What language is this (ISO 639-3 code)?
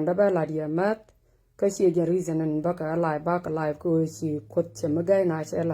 nus